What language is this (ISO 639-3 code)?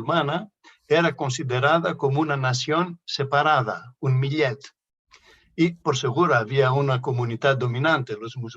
lad